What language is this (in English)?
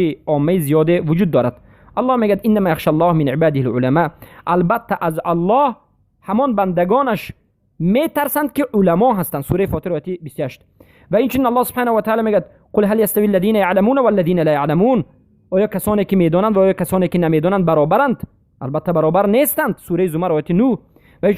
Persian